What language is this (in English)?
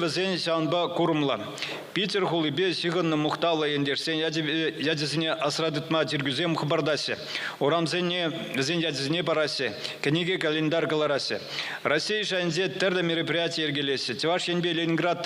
Chuvash